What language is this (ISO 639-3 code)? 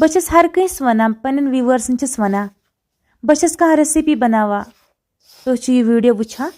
kas